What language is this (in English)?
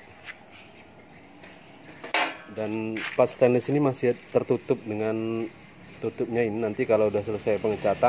Indonesian